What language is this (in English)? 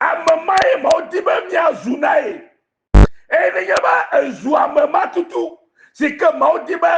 Ewe